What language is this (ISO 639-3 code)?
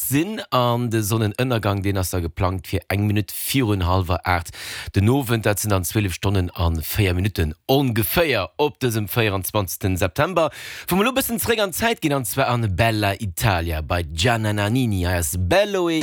ltz